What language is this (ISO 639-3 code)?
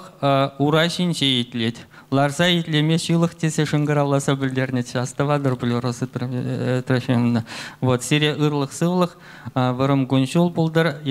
chv